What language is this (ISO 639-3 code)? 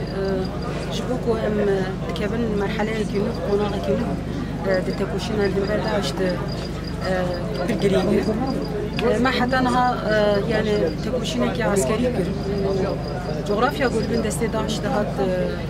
kur